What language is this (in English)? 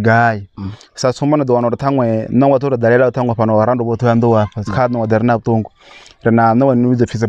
Venda